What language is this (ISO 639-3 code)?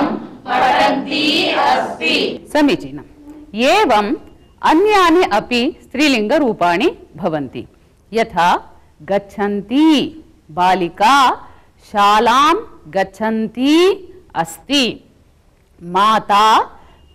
san